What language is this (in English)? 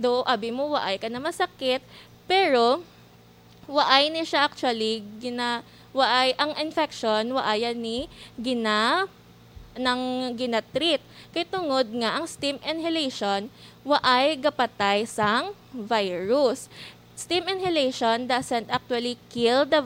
Hiligaynon